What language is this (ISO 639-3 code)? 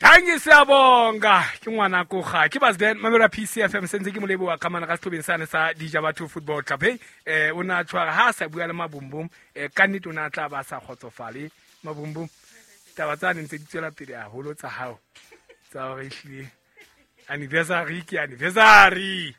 sot